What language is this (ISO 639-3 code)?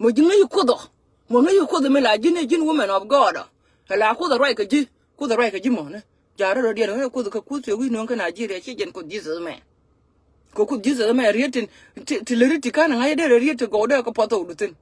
nus